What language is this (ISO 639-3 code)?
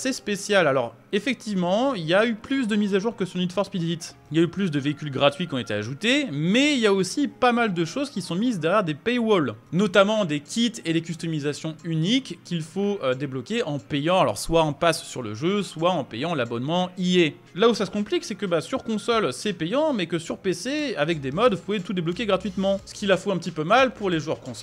fra